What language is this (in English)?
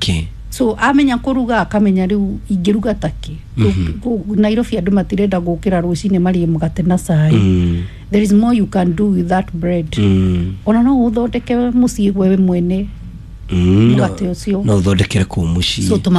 Kikuyu